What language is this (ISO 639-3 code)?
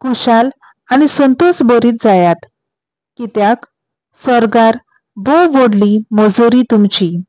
kok